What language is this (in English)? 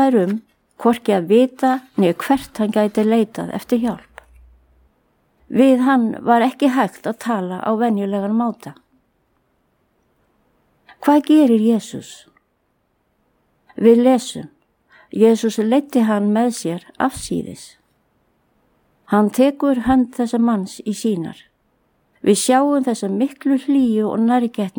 Icelandic